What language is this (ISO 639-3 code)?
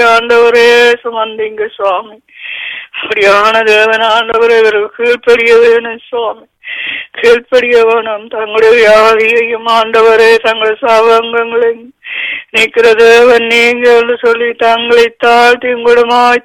tam